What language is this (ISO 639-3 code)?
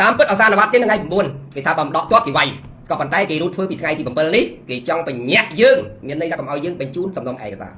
khm